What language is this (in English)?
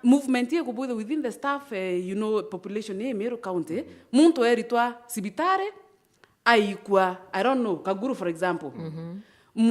Meru